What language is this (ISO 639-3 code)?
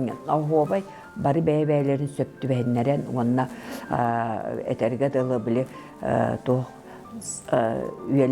sah